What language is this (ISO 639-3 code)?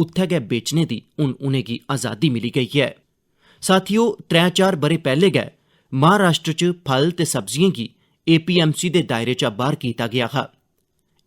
doi